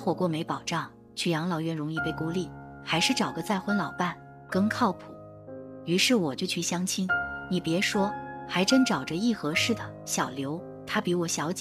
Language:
Chinese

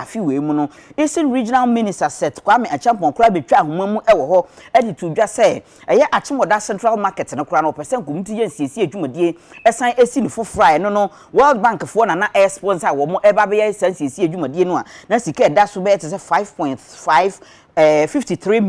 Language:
Akan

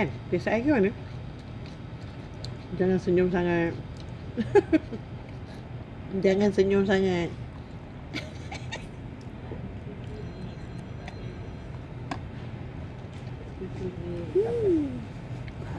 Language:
Malay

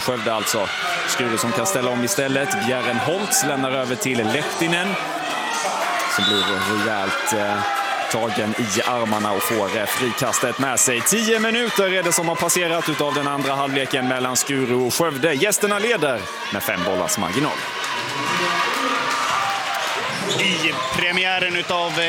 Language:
Swedish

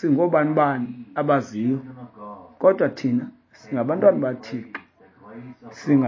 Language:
Xhosa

